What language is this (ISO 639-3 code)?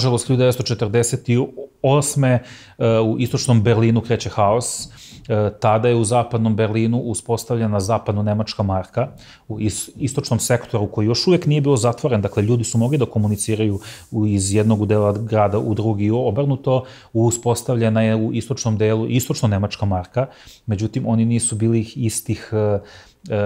srp